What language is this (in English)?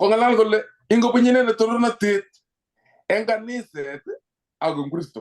Kalenjin